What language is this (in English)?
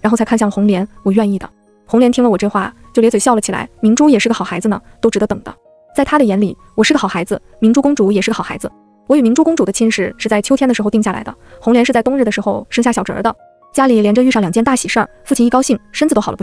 Chinese